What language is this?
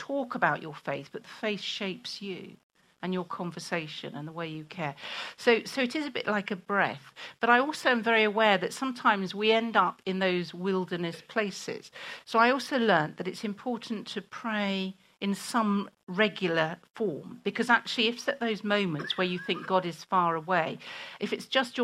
English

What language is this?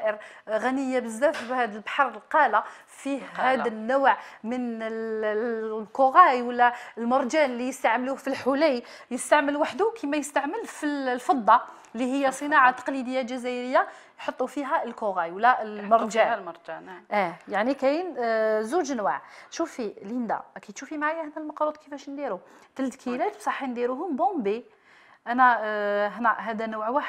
Algerian Arabic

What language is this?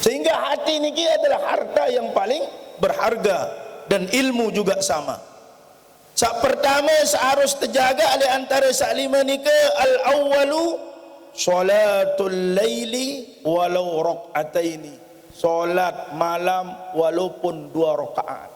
Sasak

